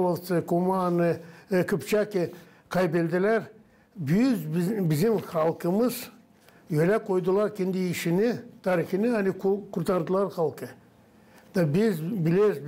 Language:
Gagauz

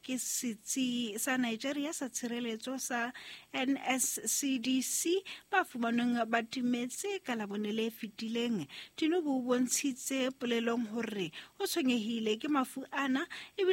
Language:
Southern Sotho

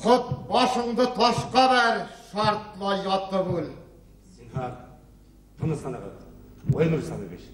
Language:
Bashkir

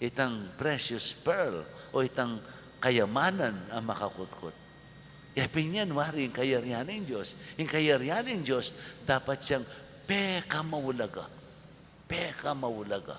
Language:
Pampanga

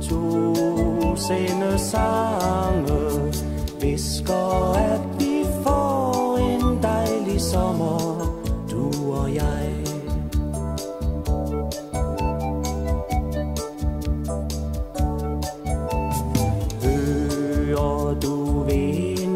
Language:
Danish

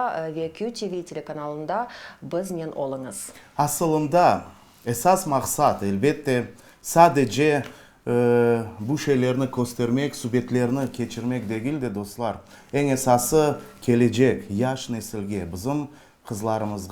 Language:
Crimean Tatar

